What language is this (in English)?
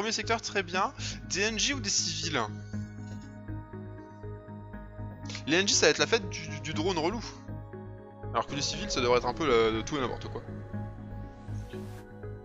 French